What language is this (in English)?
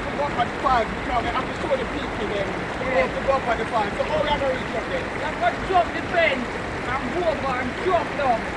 Jamaican Creole English